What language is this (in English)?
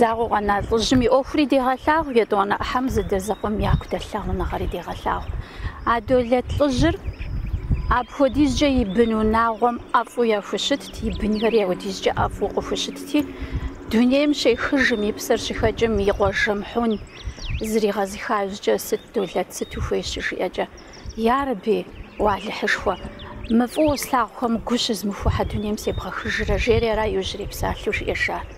Kabardian